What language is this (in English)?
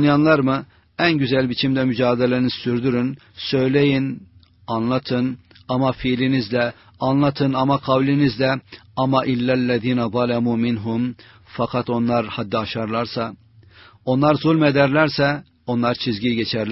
Turkish